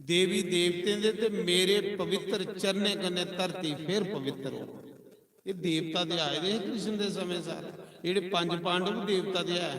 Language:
Dogri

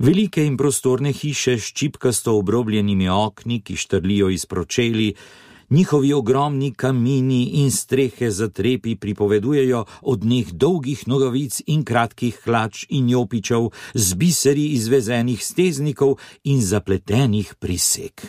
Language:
Slovenian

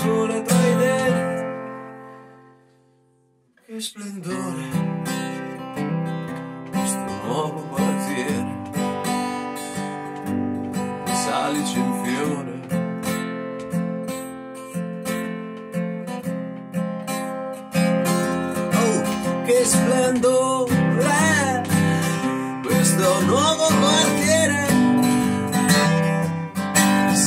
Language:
Italian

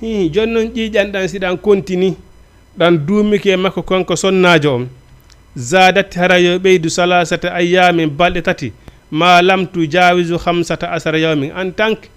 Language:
Fula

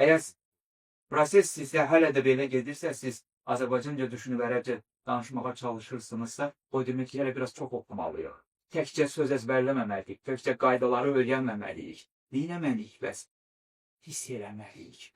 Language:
Azerbaijani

